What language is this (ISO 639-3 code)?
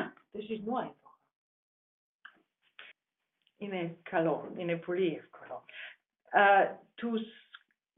ell